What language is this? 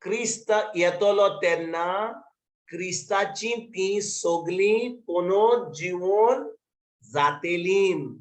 Konkani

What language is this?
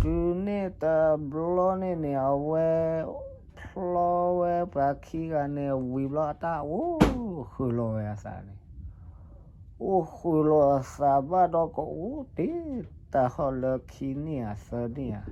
S'gaw Karen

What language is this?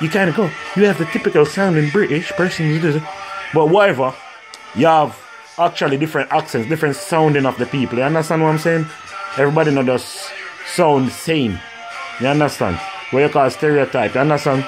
Jamaican Creole English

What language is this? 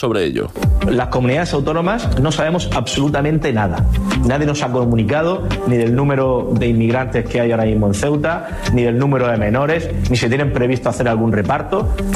Spanish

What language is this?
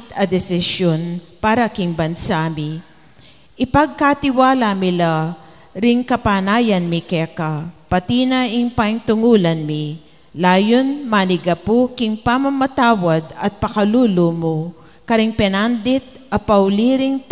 Pampanga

